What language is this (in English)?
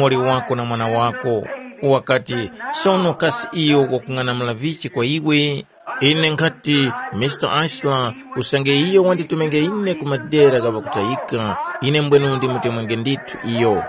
Tumbuka